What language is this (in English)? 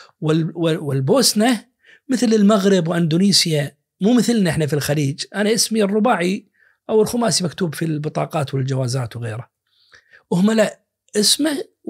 Najdi Arabic